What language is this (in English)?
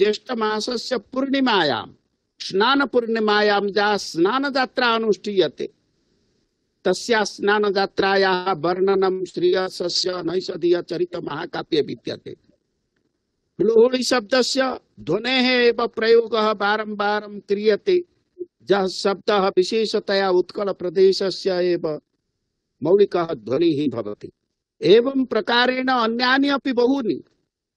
Sanskrit